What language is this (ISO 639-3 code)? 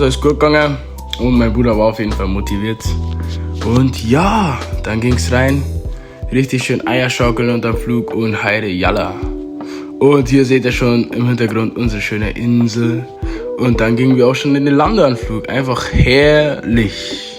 bar